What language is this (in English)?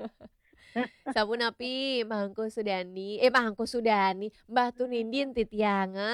Balinese